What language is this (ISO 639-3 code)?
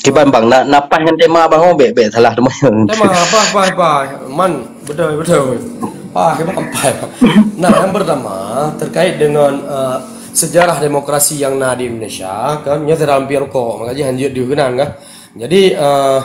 ace